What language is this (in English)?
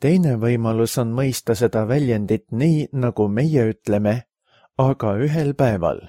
Estonian